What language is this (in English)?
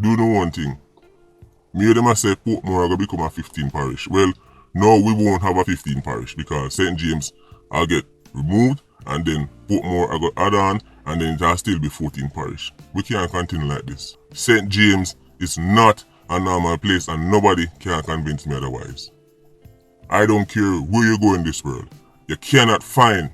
Jamaican Creole English